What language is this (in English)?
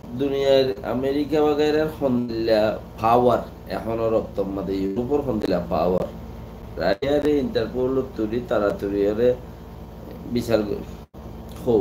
Rohingya